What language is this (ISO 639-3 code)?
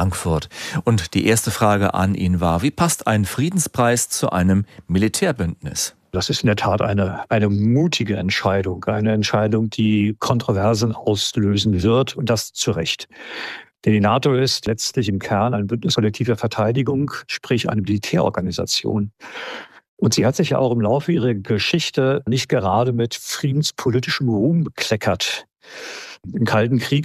deu